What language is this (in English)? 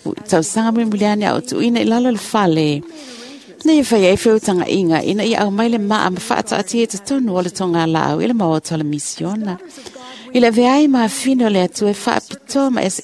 Samoan